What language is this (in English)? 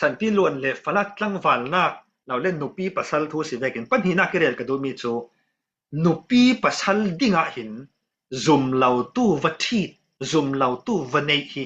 Falam Chin